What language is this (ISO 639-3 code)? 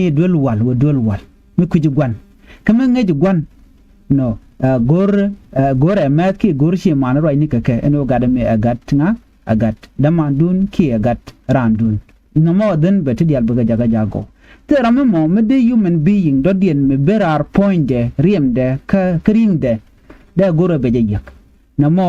nus